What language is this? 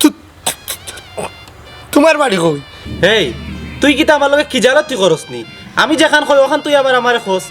Sylheti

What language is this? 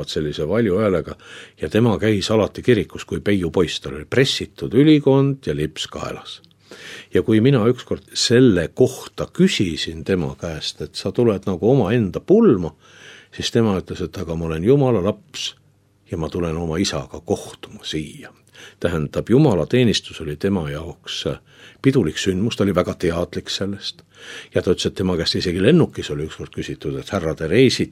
Estonian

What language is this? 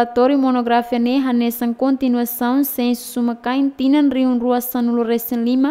Tetum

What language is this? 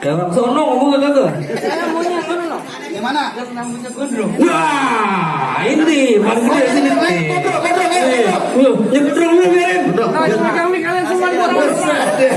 Betawi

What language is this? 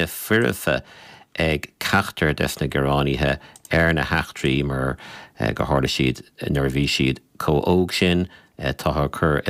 Irish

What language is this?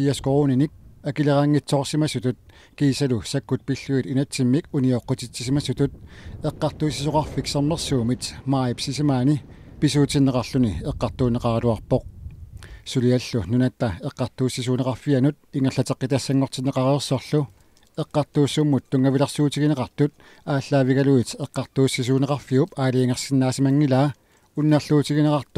Kalaallisut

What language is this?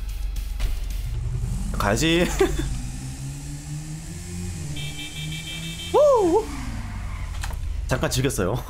Korean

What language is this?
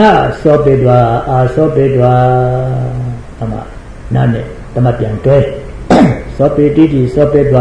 Burmese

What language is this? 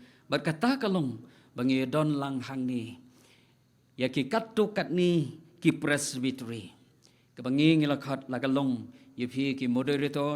Khasi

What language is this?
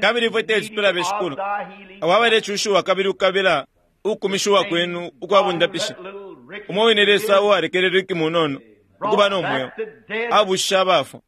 Bemba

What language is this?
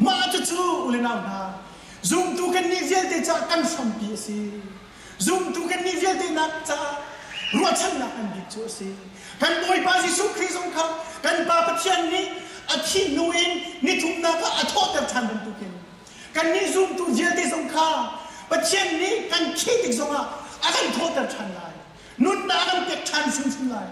Hakha Chin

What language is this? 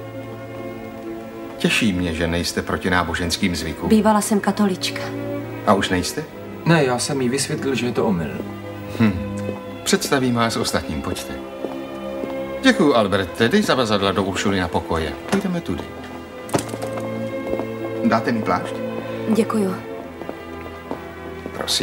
Czech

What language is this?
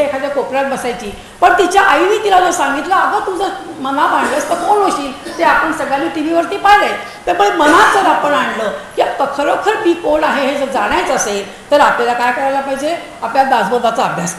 Marathi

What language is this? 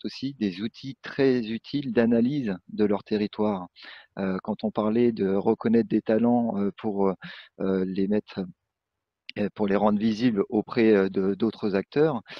French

